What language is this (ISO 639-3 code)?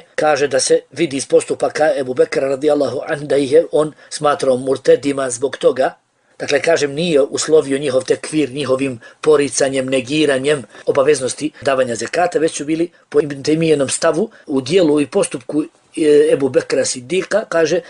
bos